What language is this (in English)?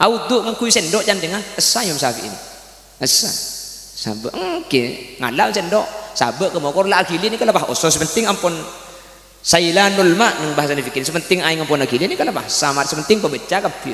Madurese